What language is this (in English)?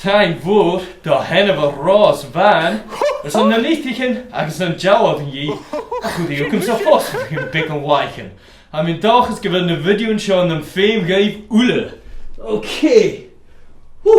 Scottish Gaelic